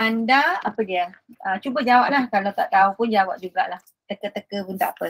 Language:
Malay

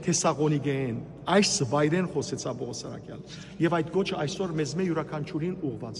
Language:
Western Armenian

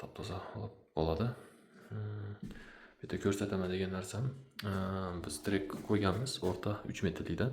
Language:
Uzbek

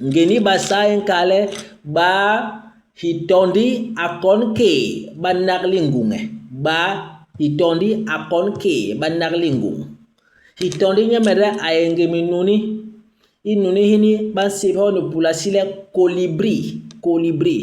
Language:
Basaa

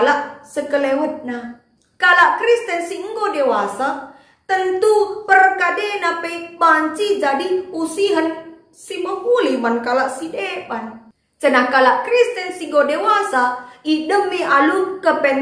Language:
Batak Karo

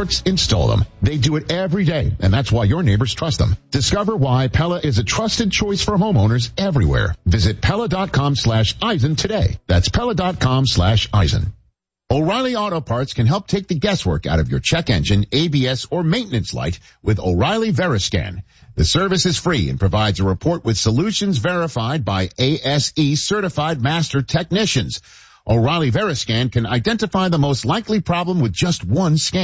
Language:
English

